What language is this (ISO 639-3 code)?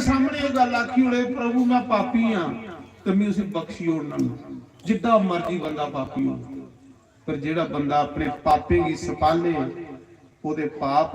doi